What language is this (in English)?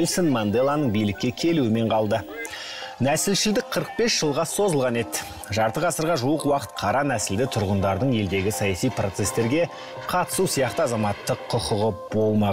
Kazakh